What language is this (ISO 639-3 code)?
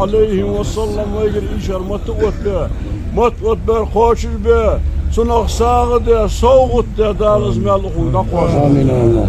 inh